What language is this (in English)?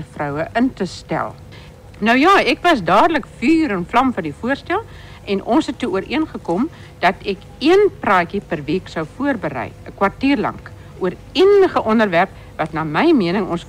Afrikaans